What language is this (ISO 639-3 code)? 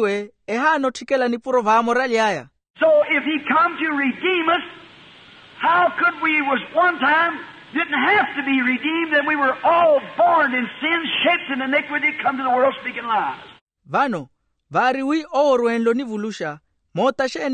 vmw